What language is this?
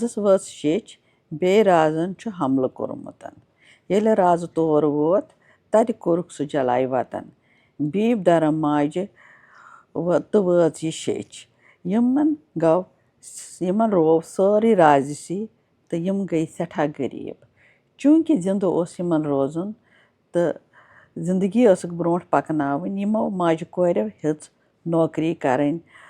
Kashmiri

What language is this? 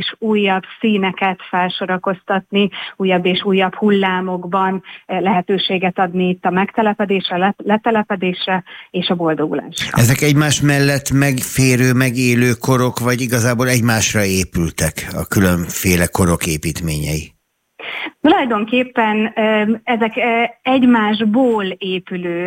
Hungarian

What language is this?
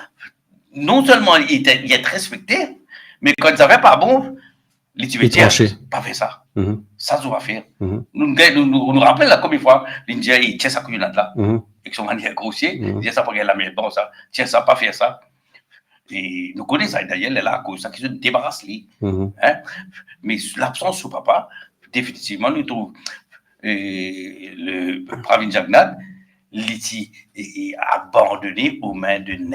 Morisyen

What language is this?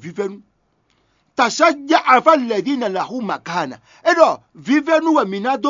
Fon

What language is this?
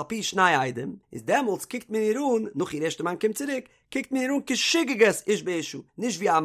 Yiddish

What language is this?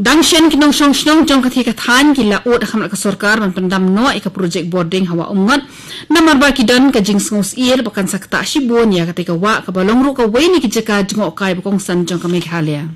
Khasi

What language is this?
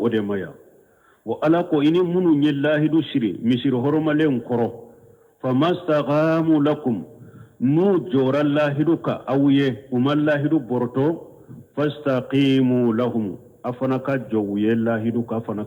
Bambara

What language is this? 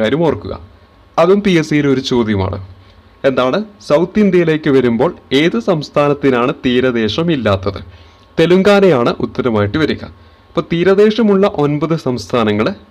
Malayalam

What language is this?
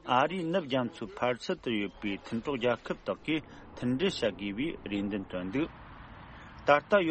Tibetan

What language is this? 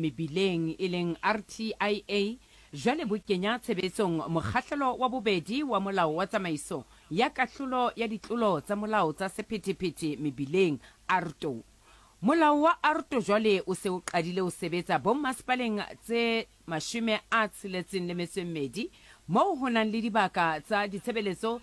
Southern Sotho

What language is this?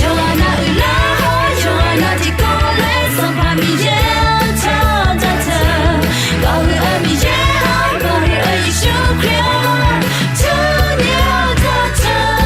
Akha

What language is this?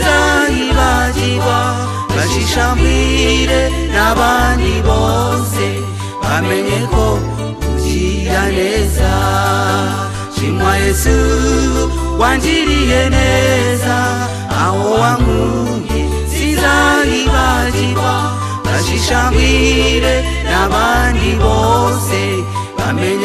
Kinyarwanda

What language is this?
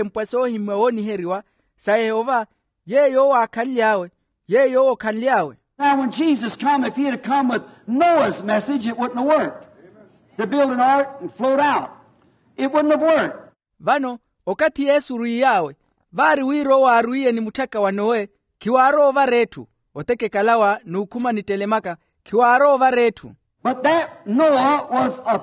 Makhuwa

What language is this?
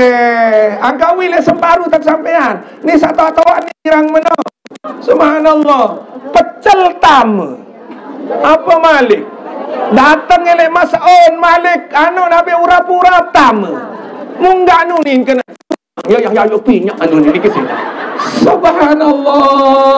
Sasak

